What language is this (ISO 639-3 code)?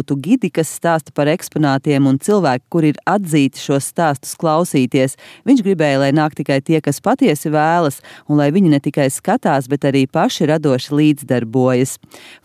lav